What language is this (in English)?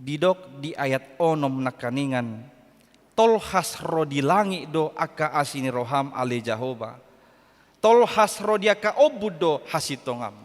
Batak Toba